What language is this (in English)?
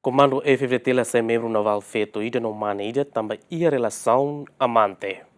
Tetum